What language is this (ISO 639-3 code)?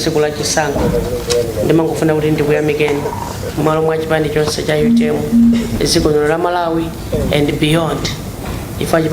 nya